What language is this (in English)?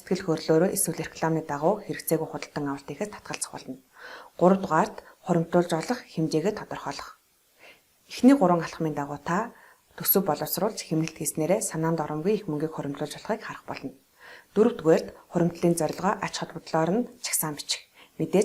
Mongolian